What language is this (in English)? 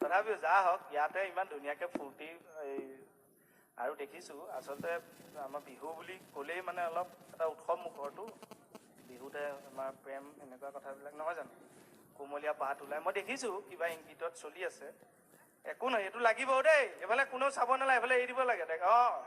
Assamese